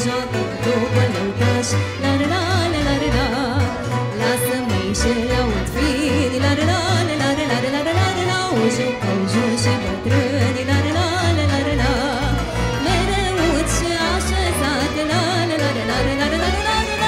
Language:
Romanian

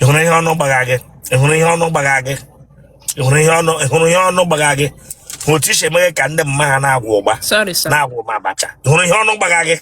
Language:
Igbo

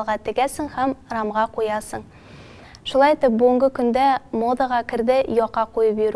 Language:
Tatar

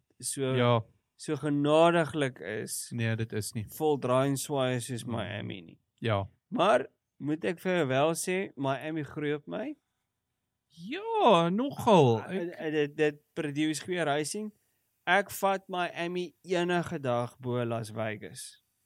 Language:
Afrikaans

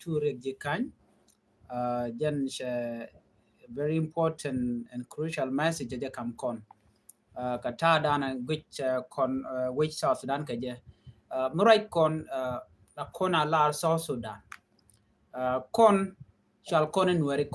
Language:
Nuer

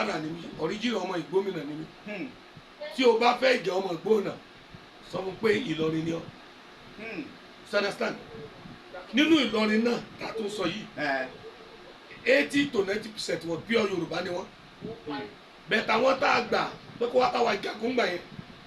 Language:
Yoruba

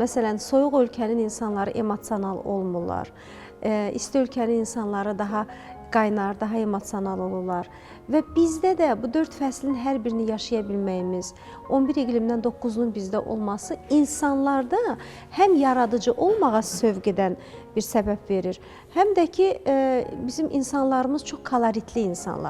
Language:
Azerbaijani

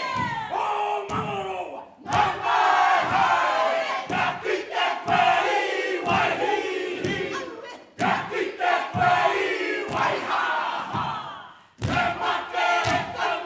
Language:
Māori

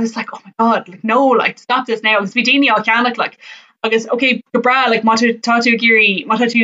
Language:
Irish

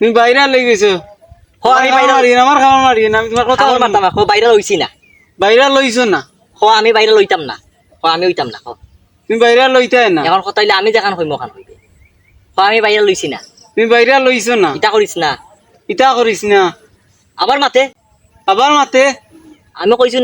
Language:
Sylheti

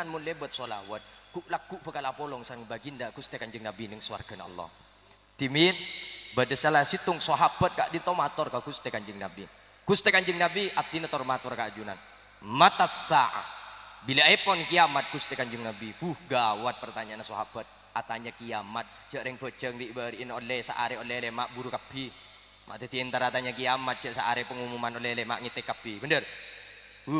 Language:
Madurese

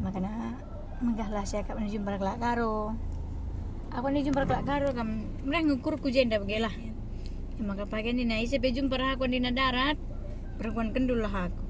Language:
Batak Karo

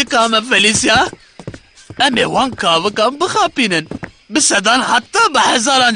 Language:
Kurdish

